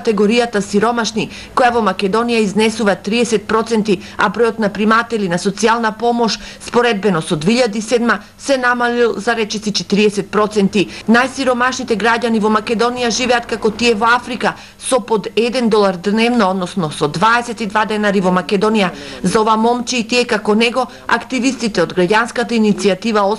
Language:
Macedonian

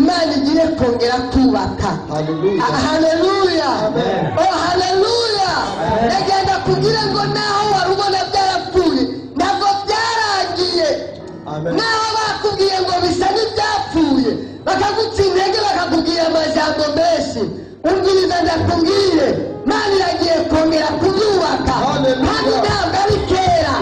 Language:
Rundi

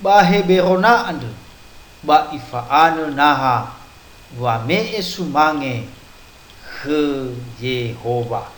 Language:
Nias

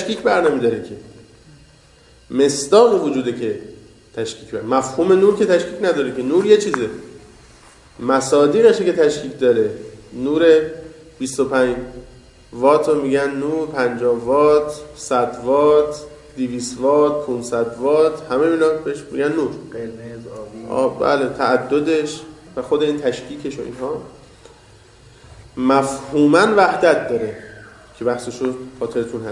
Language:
Persian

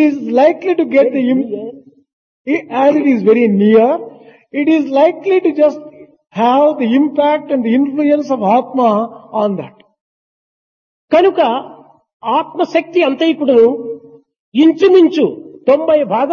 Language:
Telugu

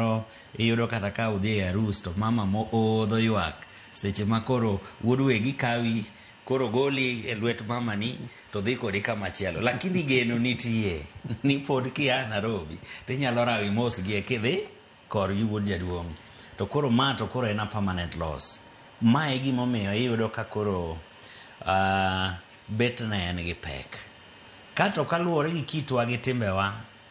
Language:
Luo (Kenya and Tanzania)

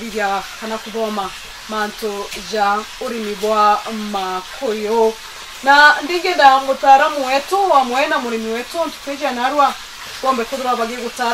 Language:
Meru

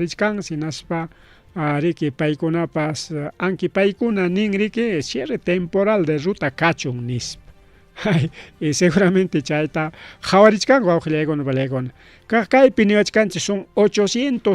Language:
Ayacucho Quechua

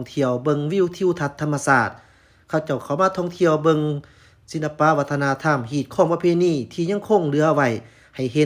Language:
Lao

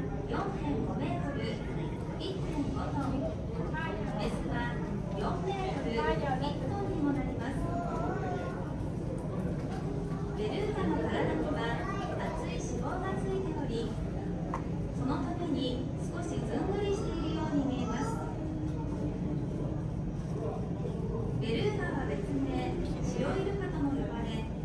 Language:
Japanese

